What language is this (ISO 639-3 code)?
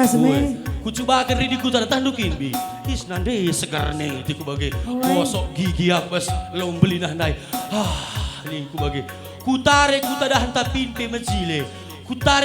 btx